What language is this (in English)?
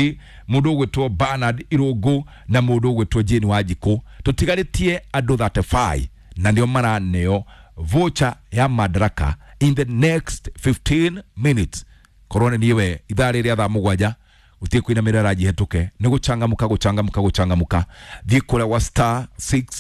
Kikuyu